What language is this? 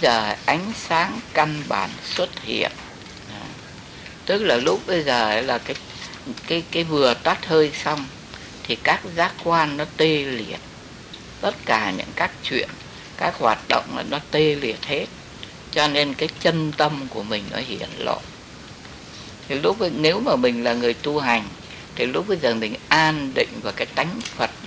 Vietnamese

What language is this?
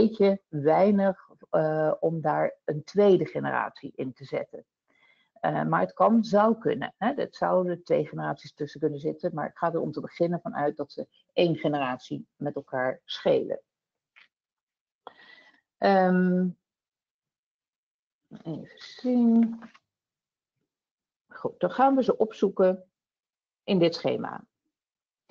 Dutch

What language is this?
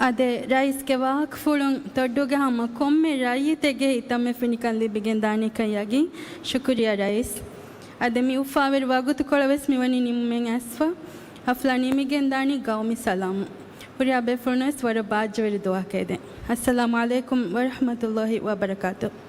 Divehi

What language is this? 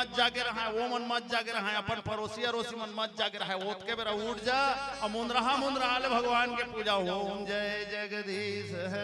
Chhattisgarhi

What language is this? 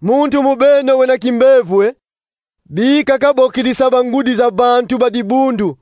Kongo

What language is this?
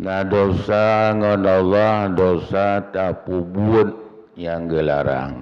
Achinese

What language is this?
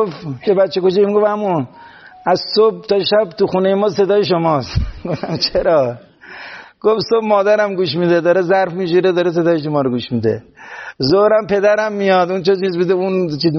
Persian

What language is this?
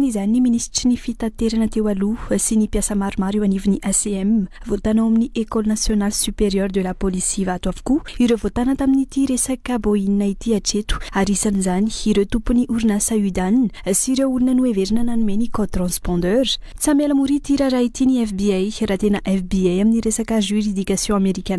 Malagasy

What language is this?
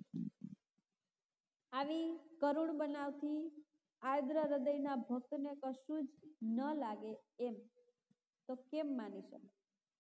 Gujarati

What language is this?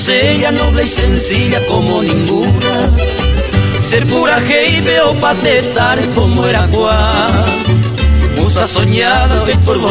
Guarani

